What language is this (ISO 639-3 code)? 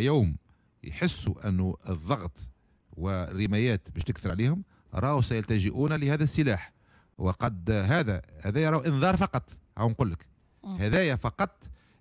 aeb